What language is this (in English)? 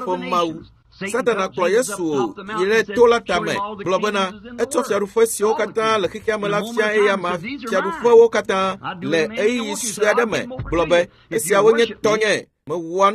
Ewe